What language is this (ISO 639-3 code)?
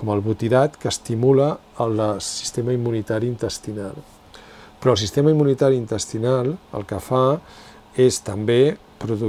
cat